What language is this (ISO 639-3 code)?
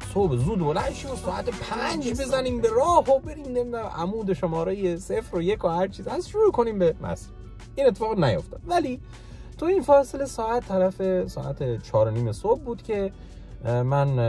fas